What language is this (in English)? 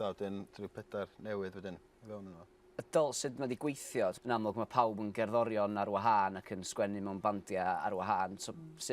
Welsh